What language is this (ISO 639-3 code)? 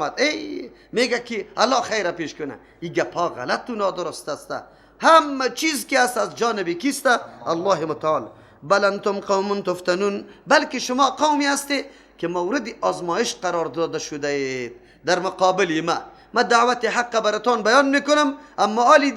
fas